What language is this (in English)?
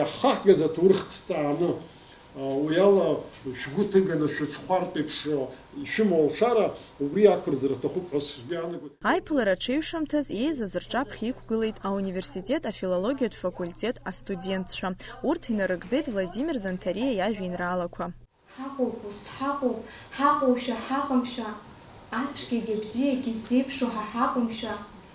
Abkhazian